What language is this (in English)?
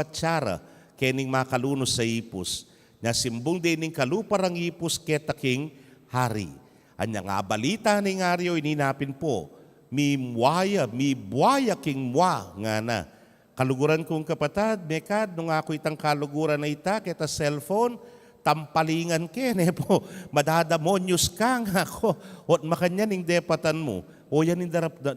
Pampanga